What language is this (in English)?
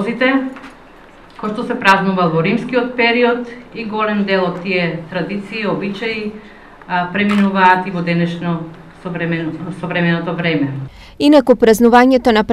Macedonian